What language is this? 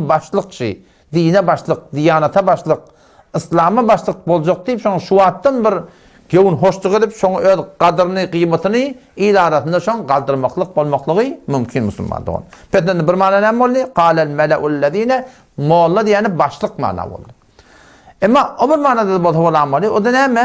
Turkmen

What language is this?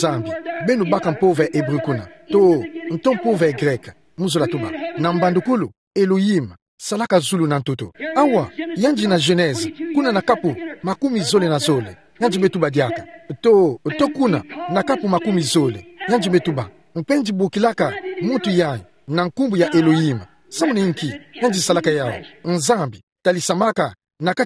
Kituba (Democratic Republic of Congo)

